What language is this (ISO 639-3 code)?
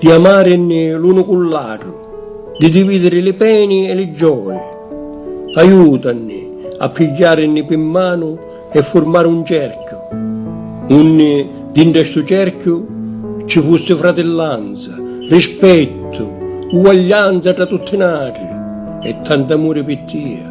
scn